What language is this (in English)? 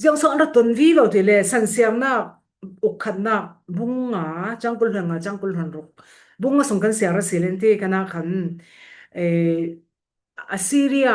Falam Chin